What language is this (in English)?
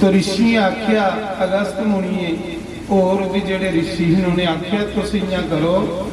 Dogri